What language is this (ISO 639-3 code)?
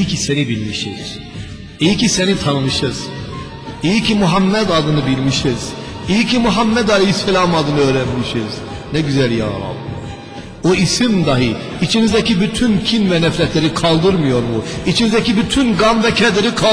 tur